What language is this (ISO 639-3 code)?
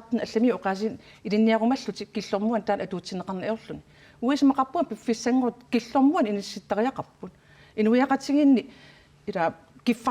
kal